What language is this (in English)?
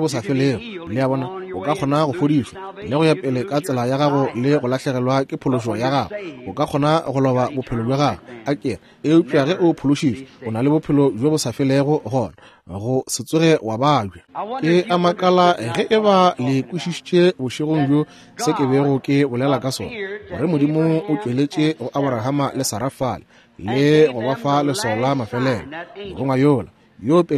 Northern Sotho